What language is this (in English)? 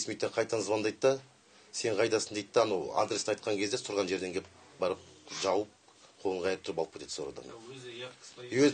Kyrgyz